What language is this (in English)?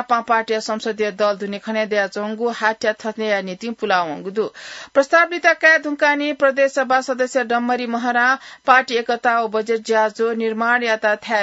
Newari